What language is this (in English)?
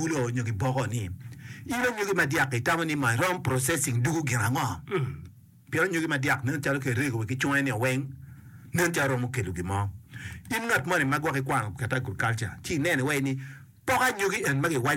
Acoli